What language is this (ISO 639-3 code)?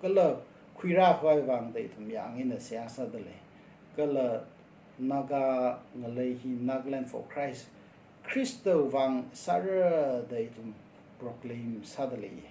nmf